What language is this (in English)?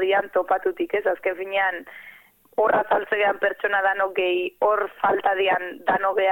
Basque